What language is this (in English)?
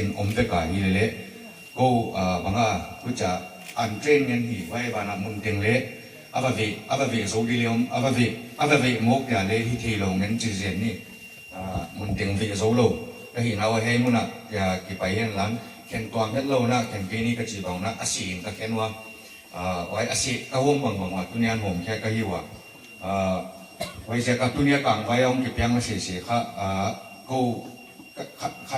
Paite Chin